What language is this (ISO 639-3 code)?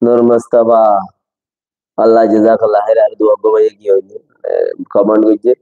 rhg